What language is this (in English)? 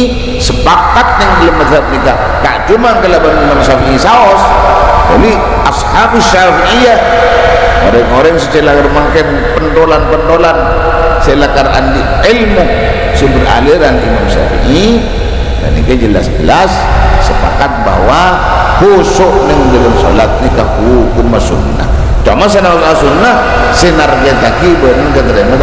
Madurese